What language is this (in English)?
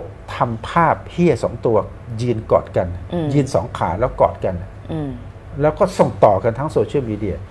Thai